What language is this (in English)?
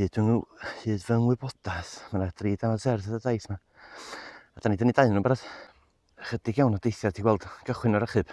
Welsh